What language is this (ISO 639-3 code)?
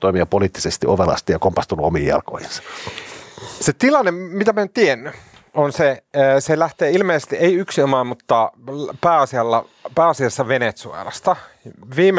fin